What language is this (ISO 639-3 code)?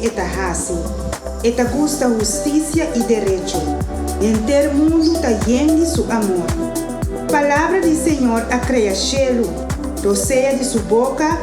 pap